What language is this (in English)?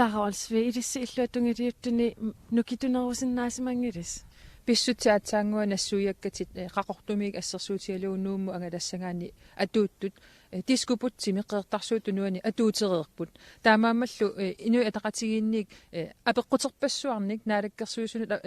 Kalaallisut